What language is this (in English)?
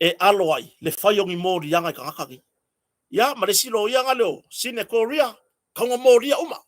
Samoan